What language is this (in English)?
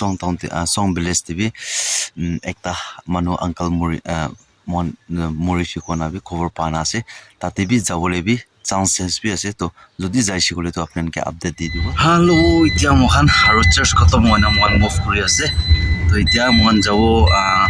Naga Pidgin